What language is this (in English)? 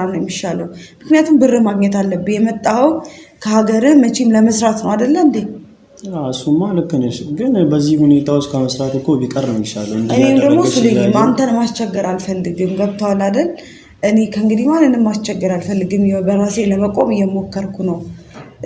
Amharic